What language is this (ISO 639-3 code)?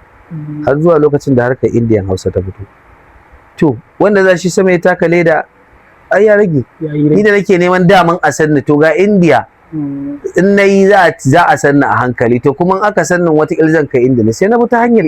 hau